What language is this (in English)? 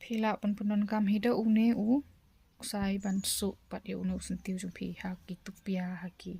Khasi